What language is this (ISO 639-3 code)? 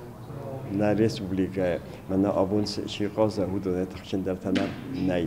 oss